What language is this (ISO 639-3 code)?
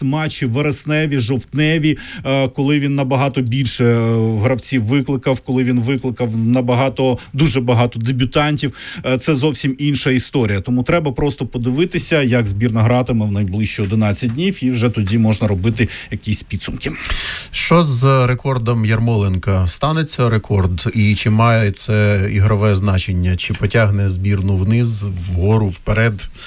ukr